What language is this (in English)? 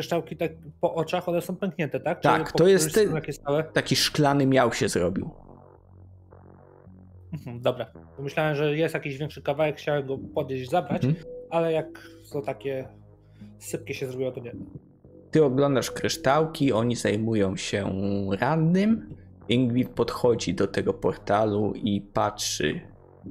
Polish